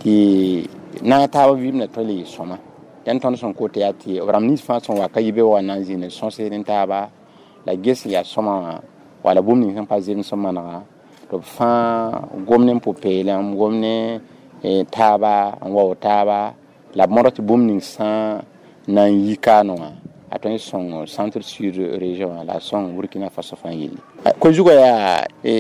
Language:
Mossi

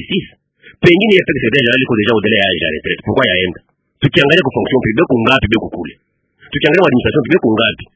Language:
Swahili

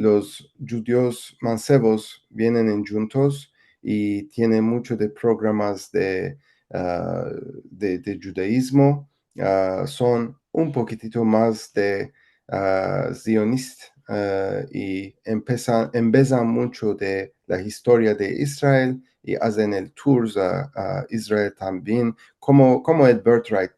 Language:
Ladino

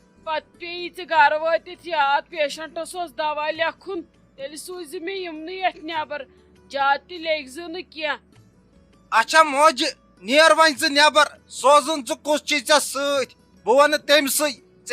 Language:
Kashmiri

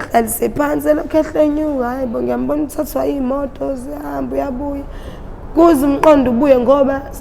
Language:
Zulu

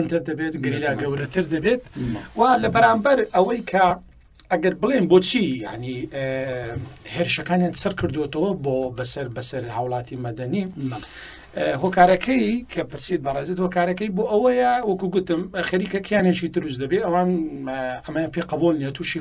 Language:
Central Kurdish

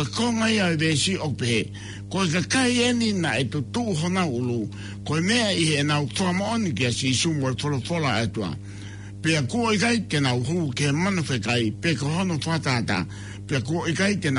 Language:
Tongan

